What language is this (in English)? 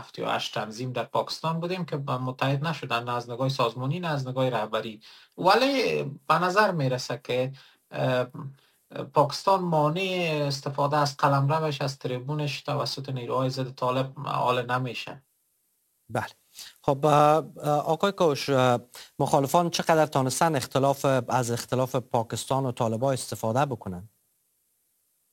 Persian